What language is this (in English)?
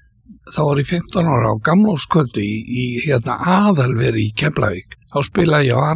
Icelandic